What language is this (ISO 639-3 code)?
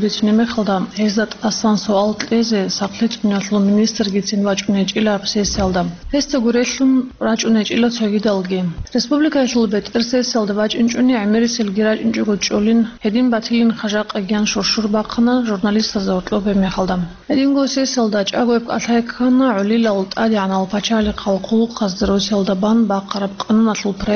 ava